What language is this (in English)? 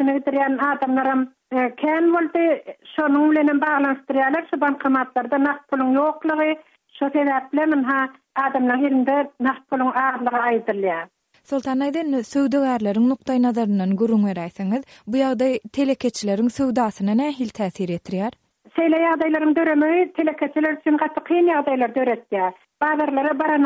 Turkmen